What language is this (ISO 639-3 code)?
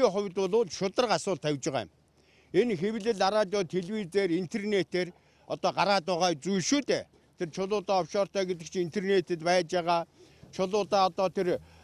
mon